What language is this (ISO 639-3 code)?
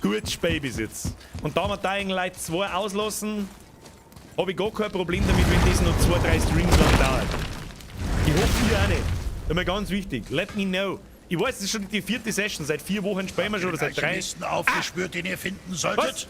bar